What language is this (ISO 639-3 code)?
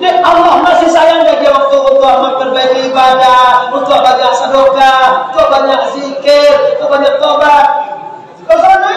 min